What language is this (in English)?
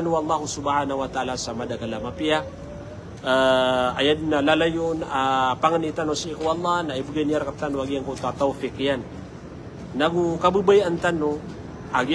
Maranao